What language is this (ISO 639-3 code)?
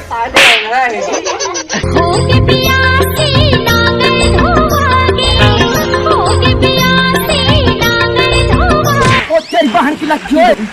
hne